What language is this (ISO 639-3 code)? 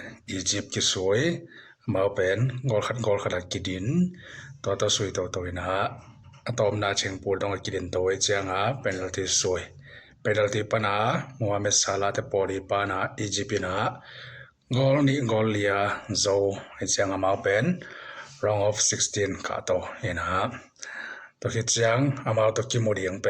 ctd